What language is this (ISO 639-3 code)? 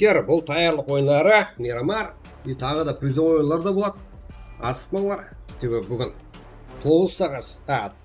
kaa